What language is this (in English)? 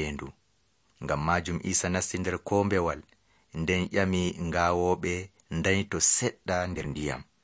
Nigerian Fulfulde